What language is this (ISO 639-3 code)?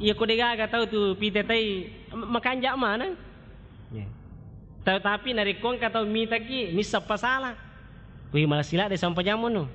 bug